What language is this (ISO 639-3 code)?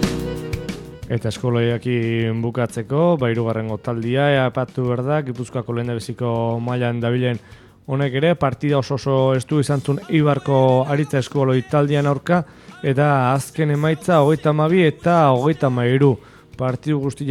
eus